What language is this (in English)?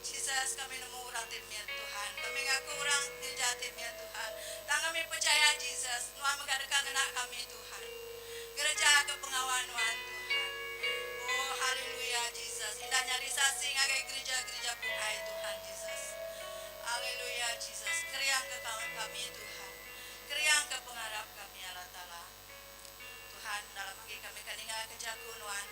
Iban